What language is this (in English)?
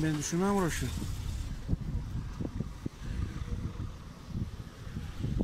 Turkish